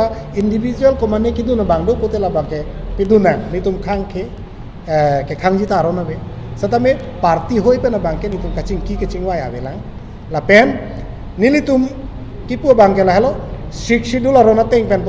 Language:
Karbi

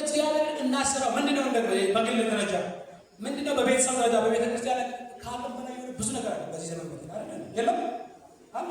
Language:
Amharic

